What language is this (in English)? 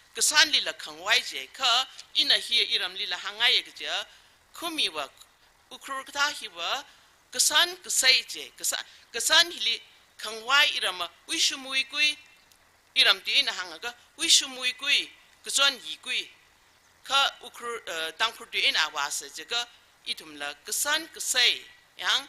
Tangkhul Naga (India)